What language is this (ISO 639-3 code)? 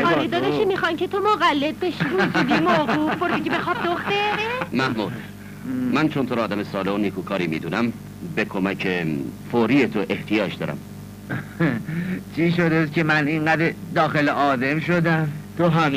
fas